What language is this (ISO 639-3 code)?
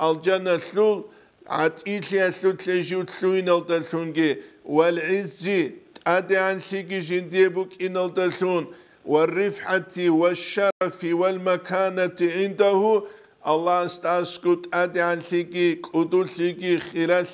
ava